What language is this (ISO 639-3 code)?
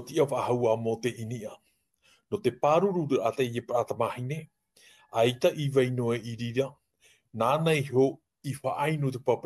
tah